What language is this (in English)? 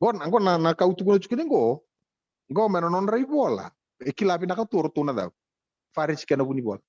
Fijian